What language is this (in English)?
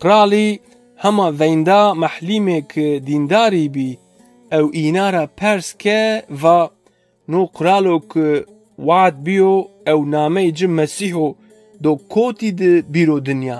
Zaza